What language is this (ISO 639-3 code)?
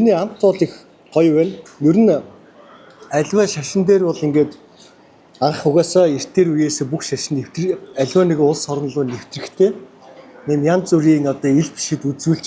mon